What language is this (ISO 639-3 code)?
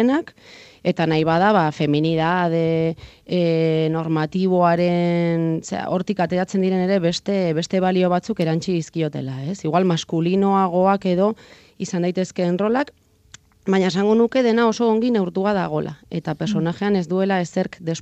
eus